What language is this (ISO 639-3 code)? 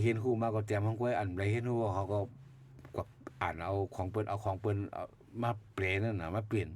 shn